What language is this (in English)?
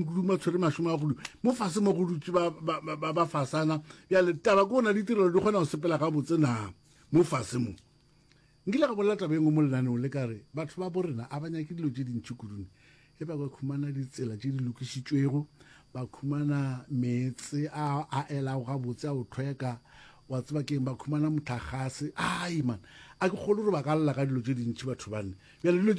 Northern Sotho